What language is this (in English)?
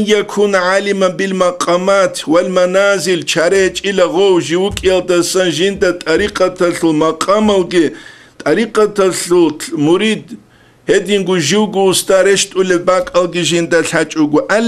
Avaric